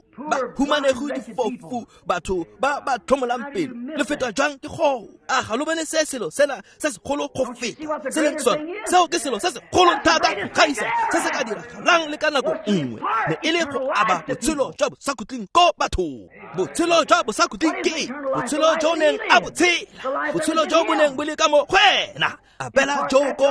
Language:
Tswana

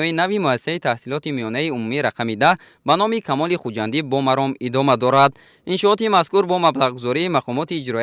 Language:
Tajik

